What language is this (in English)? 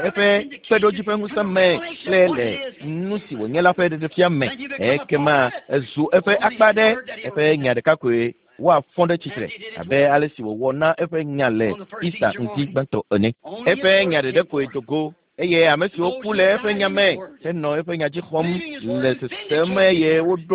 Ewe